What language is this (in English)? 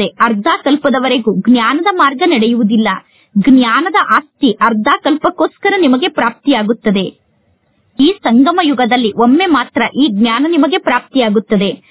Kannada